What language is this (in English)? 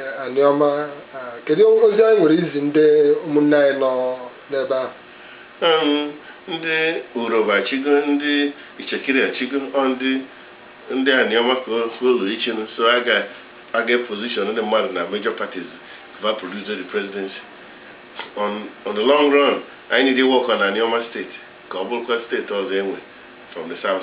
Igbo